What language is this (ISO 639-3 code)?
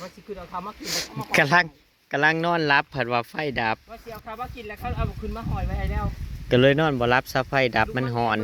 tts